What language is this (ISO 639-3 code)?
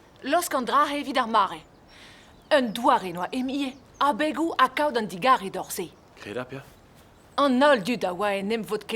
bre